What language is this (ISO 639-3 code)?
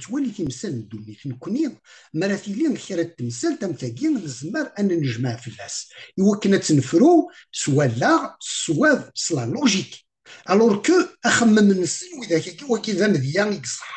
kab